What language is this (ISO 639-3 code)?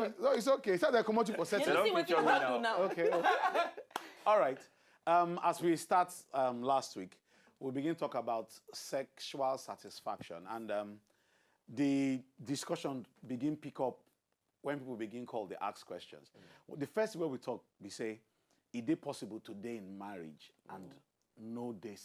pcm